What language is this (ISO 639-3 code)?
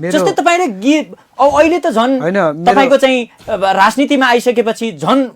nep